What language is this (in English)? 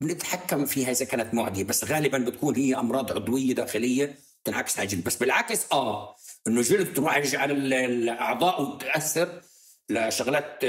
North Levantine Arabic